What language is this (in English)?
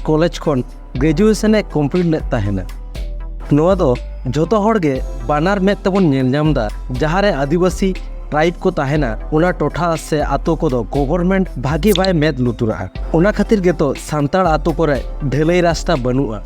Santali